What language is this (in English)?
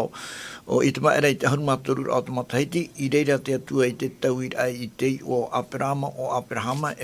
Tahitian